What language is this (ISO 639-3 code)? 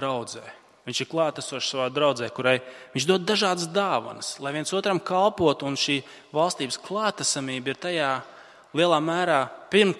lav